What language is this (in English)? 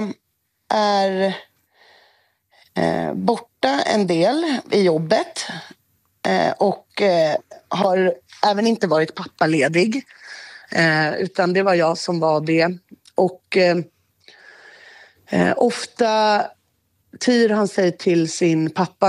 Swedish